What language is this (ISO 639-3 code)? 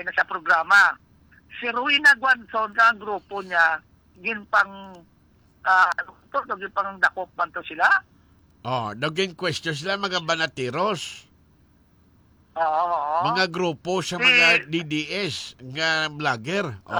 hil